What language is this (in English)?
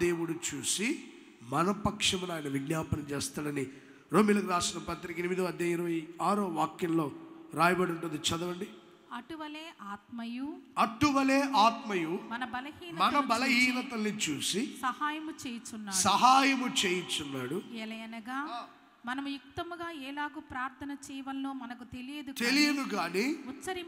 Telugu